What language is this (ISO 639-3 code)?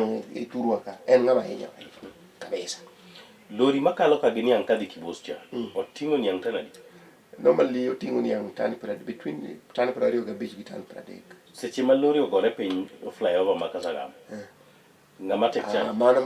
luo